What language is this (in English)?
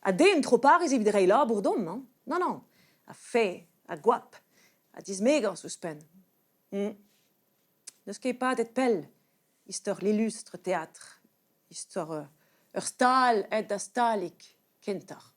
Breton